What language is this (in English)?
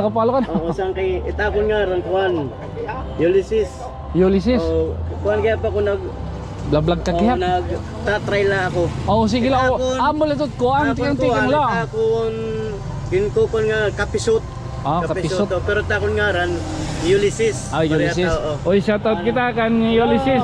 Waray